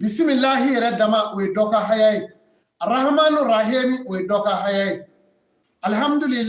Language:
Bambara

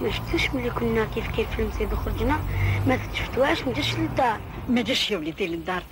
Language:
Algerian Arabic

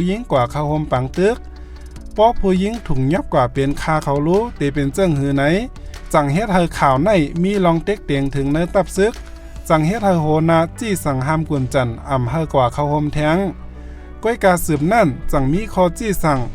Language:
Shan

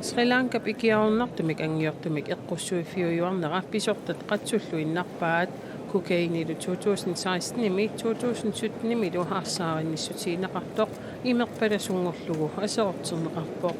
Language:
Kalaallisut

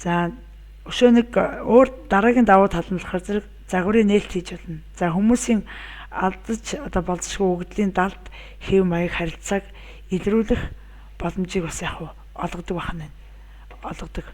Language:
Mongolian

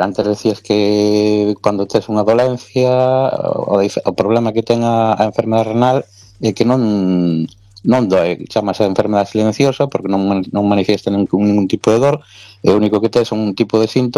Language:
Galician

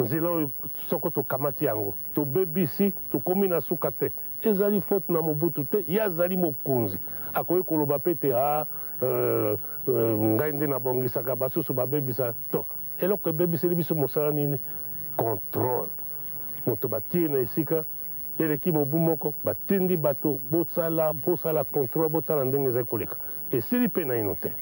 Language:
Lingala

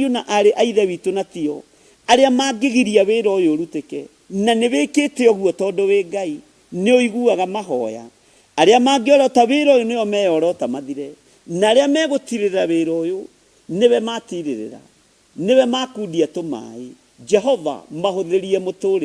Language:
Kikuyu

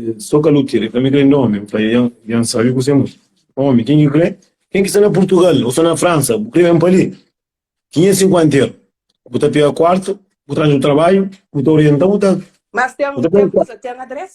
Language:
Kabuverdianu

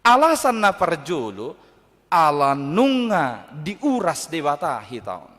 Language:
Batak Toba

